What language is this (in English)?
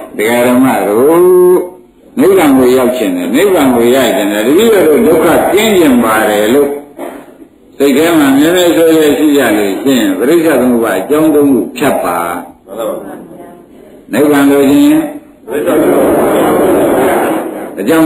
Burmese